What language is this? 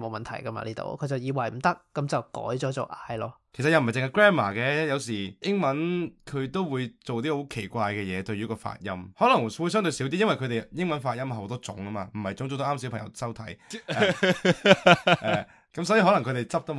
Cantonese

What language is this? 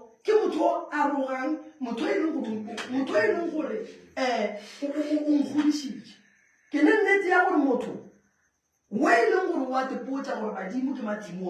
Northern Sotho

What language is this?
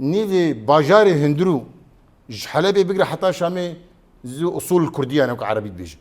Kurdish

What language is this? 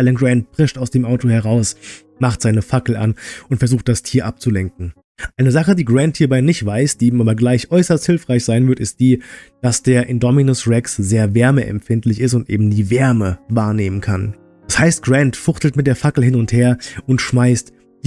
German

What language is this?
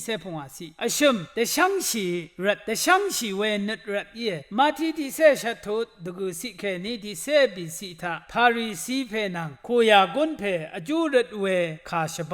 Rawang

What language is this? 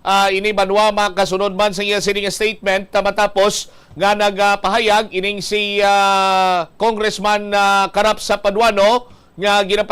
Hiligaynon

